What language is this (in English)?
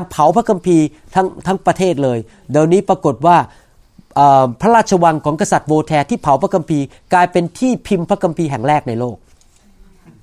Thai